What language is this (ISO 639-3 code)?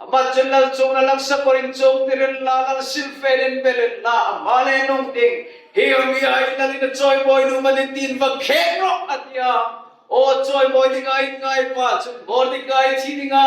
hmr